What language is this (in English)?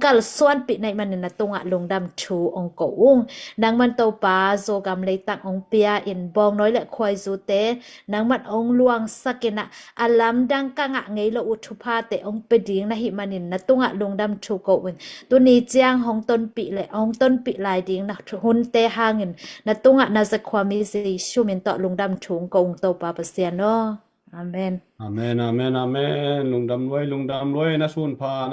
Tedim Chin